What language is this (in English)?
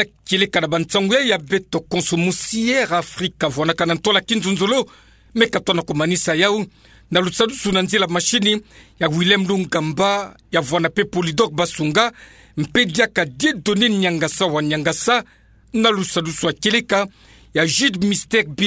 Kituba (Democratic Republic of Congo)